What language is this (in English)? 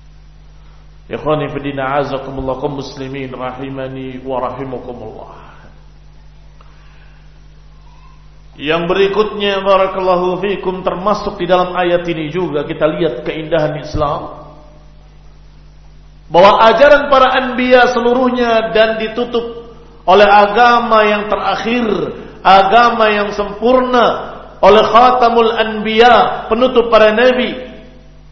Indonesian